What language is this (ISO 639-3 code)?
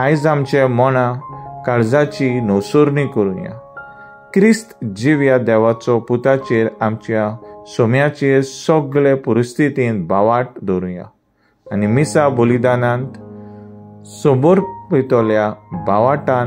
kok